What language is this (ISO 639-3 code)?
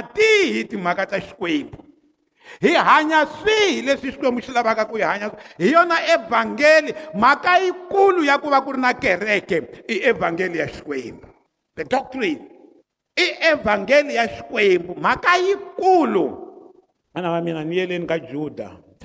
tso